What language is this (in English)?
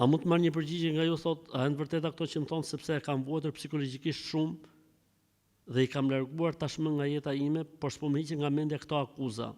Albanian